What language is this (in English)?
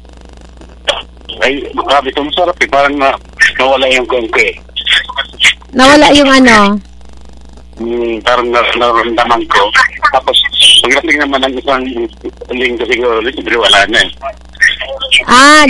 Filipino